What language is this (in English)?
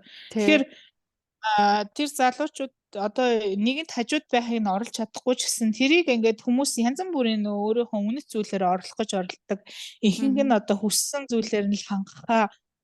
Mongolian